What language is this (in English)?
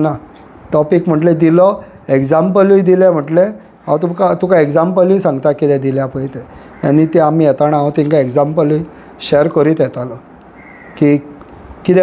Konkani